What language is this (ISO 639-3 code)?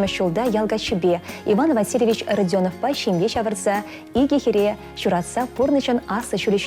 chv